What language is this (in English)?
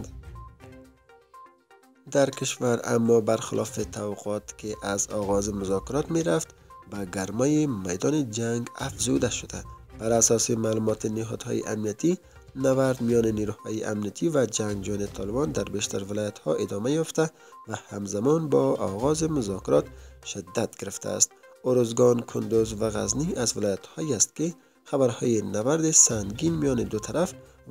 Persian